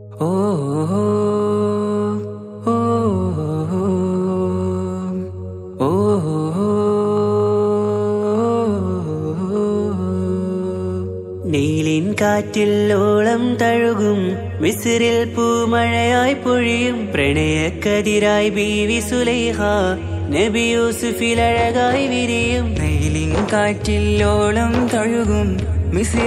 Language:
Malayalam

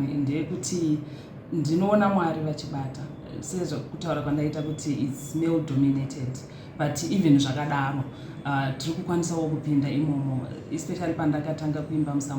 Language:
Shona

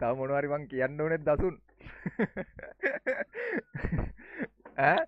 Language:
Sinhala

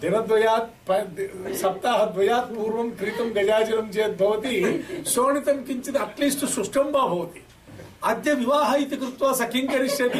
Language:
Sanskrit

